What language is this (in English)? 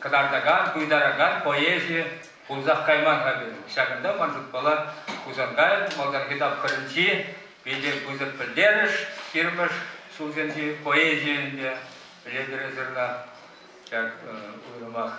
Chuvash